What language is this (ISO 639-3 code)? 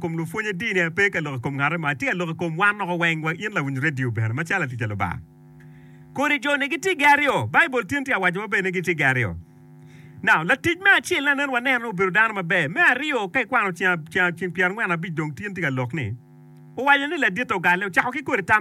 ach